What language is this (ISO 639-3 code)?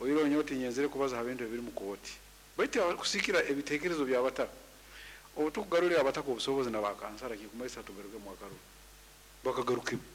nyo